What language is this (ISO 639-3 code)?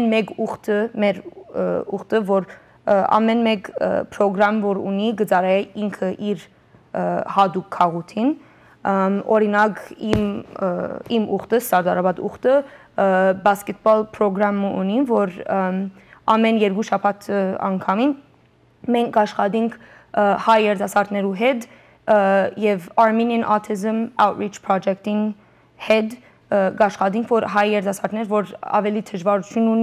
hyw